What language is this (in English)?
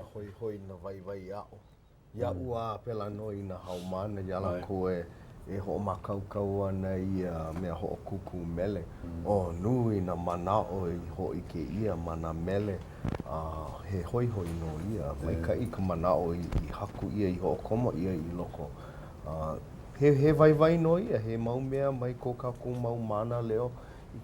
Hawaiian